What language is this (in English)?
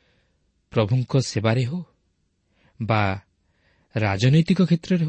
Odia